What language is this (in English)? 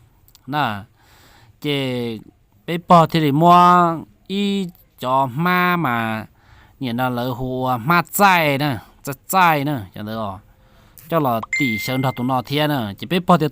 Hmong